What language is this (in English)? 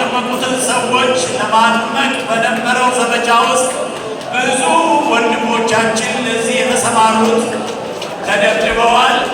Amharic